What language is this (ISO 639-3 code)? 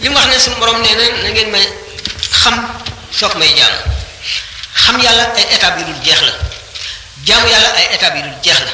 wol